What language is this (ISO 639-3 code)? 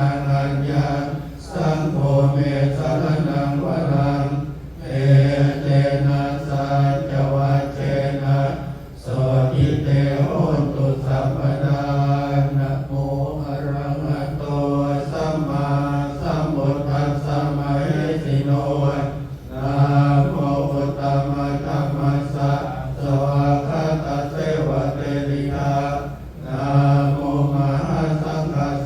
pli